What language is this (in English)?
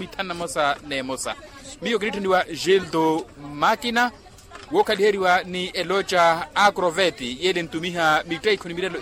Makhuwa